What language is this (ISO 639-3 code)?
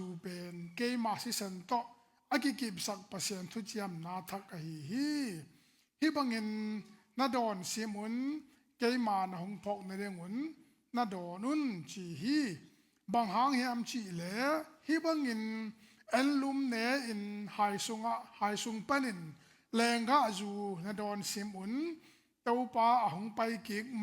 ctd